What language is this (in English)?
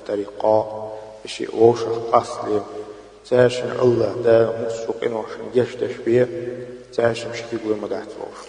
Chechen